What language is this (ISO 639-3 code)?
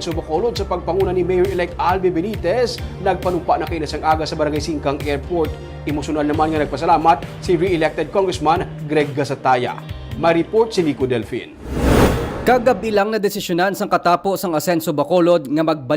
hil